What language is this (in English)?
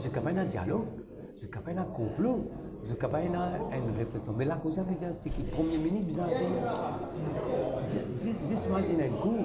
Morisyen